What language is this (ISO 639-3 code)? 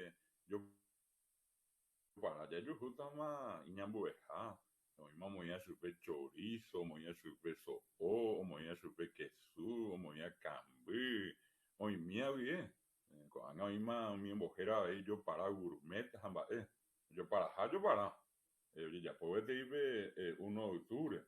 grn